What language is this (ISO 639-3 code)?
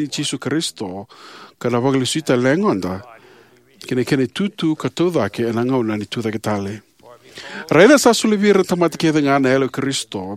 fij